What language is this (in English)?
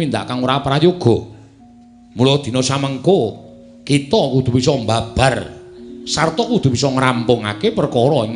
Javanese